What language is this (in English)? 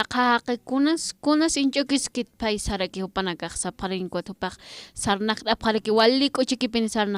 Aymara